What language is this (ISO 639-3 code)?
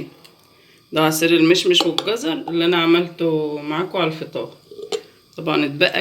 arz